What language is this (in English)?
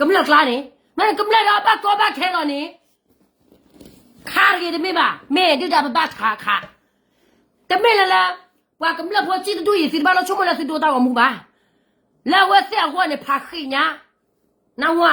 S'gaw Karen